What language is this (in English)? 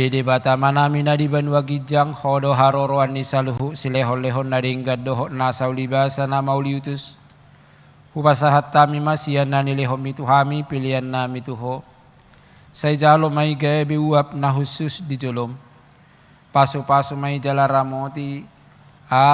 Batak Toba